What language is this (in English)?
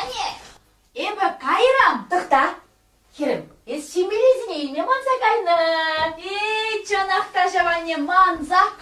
Chuvash